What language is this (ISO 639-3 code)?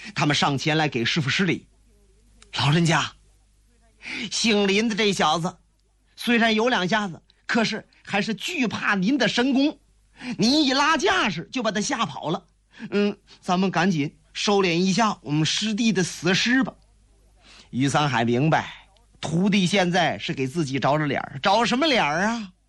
zho